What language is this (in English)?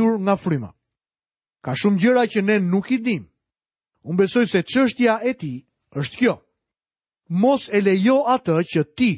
Albanian